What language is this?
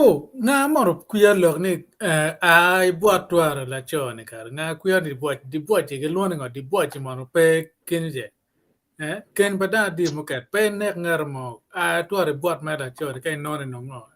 Acoli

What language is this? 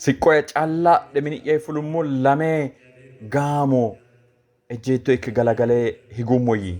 Sidamo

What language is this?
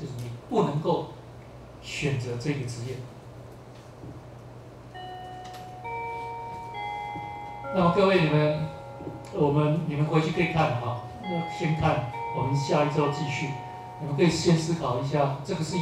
Chinese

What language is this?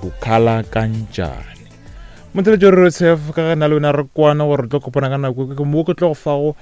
Northern Sotho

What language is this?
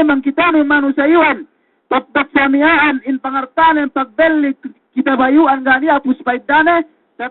Yakan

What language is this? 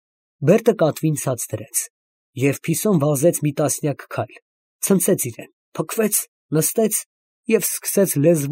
Armenian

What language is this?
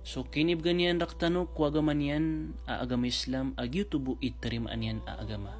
Maranao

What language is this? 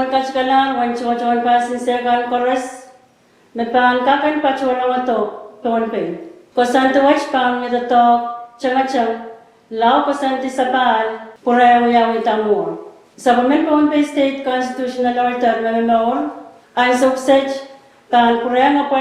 Pohnpeian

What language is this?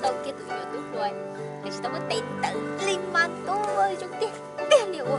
Hmong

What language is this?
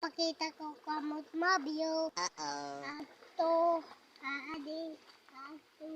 Waray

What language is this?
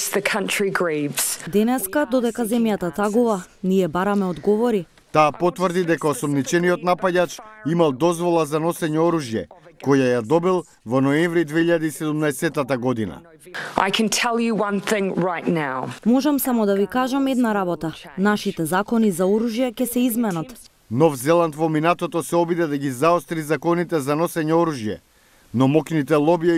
Macedonian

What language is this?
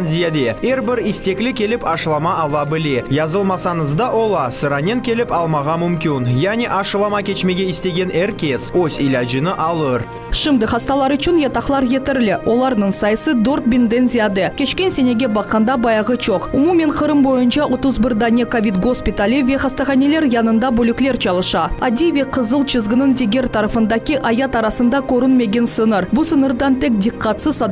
Crimean Tatar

